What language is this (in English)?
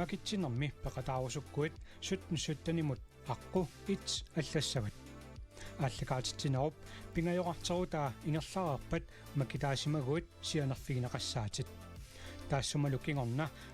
Kalaallisut